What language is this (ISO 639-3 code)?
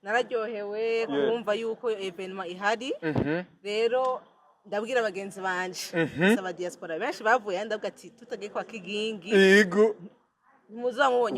run